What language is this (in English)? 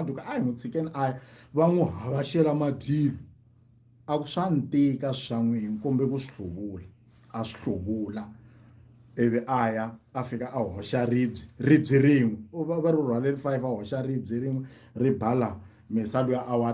Tsonga